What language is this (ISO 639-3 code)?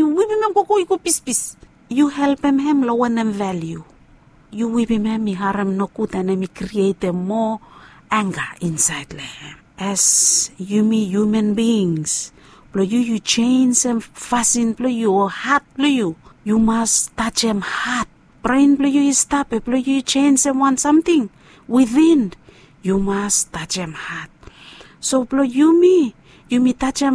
bis